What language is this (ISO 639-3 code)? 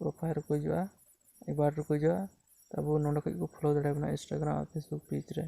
sat